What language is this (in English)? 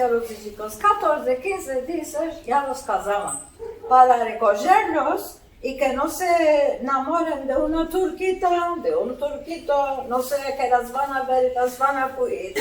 Ladino